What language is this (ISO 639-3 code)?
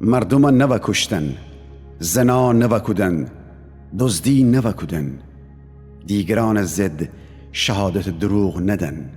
glk